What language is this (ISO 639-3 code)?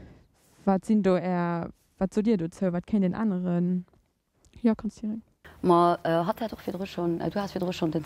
ltz